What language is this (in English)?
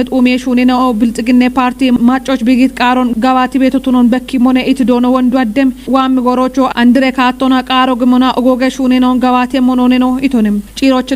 Kafa